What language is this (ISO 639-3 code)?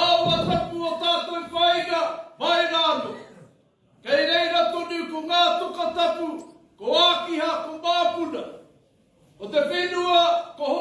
mri